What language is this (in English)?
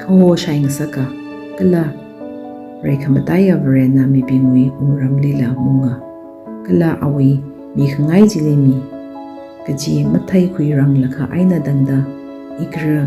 Tangkhul Naga (India)